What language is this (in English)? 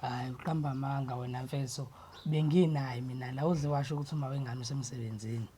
Zulu